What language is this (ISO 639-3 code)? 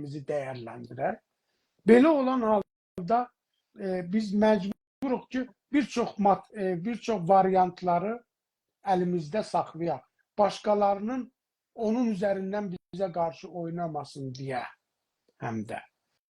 azb